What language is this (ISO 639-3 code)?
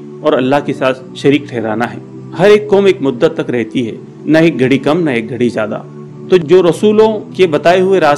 urd